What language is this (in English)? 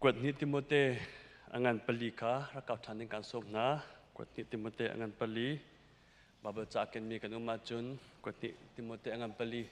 Hakha Chin